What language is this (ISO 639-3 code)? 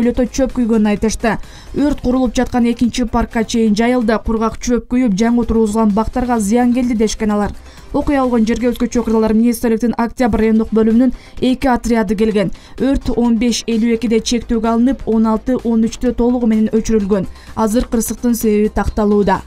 kir